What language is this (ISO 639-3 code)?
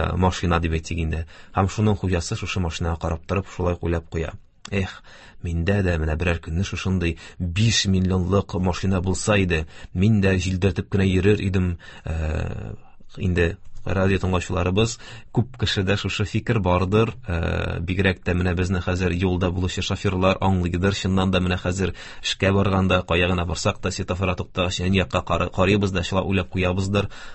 tat